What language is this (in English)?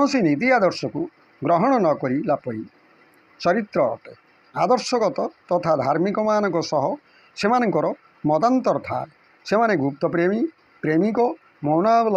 Odia